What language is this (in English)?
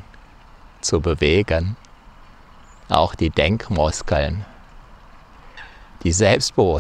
German